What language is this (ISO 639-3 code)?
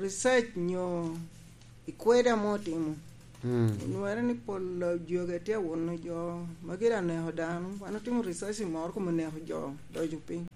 laj